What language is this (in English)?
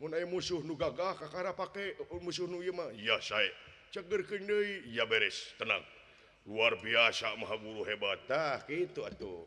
Sundanese